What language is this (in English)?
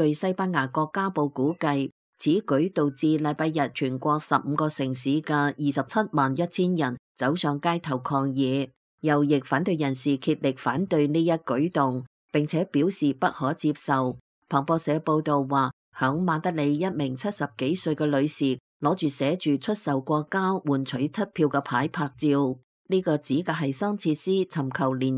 Cantonese